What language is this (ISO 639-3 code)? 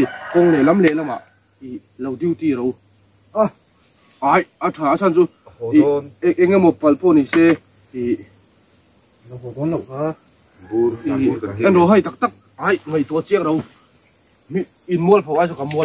vie